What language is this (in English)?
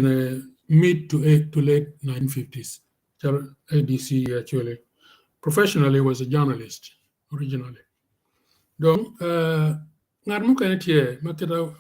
Acoli